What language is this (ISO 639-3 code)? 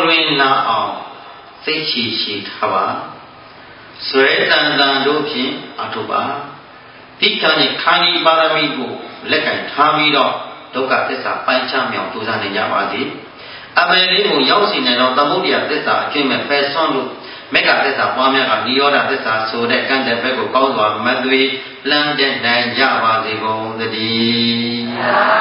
mya